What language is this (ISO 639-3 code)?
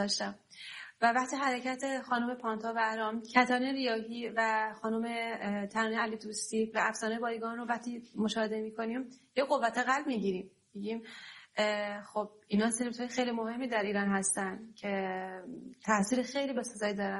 fas